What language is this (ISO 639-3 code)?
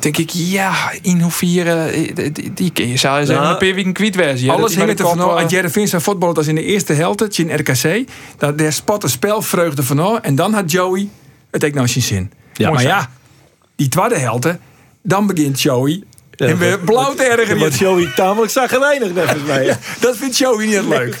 fry